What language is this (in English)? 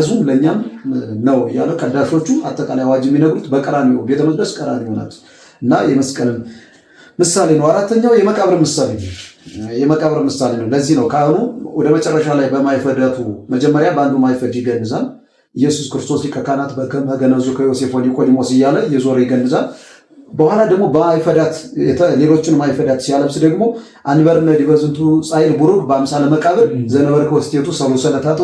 Amharic